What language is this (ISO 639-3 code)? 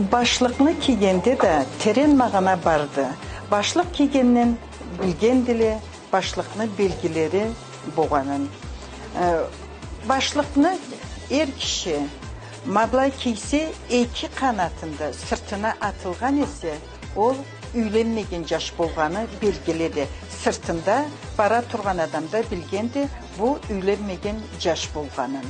krc